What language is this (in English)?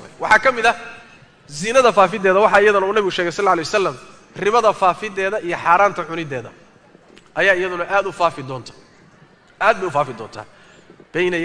Somali